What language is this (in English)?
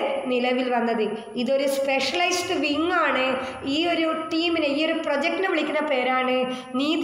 Malayalam